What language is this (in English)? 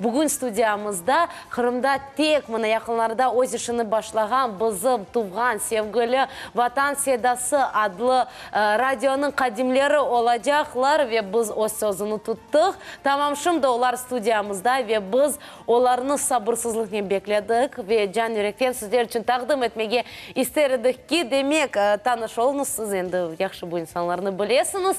Crimean Tatar